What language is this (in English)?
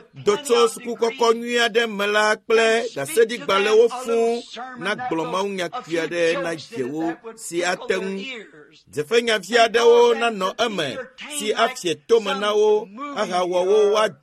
Ewe